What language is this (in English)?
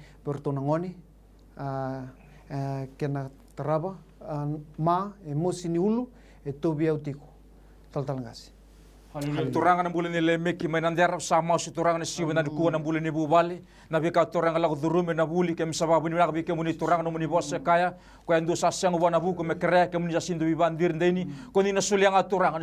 Fijian